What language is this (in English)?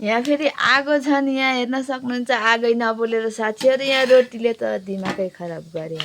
Nepali